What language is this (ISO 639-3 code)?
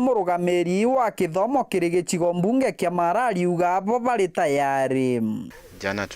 mer